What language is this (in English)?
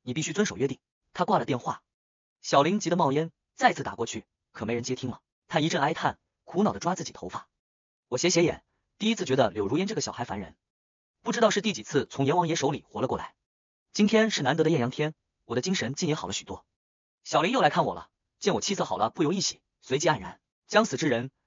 Chinese